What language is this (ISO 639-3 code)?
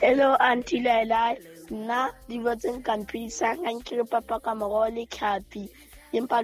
sot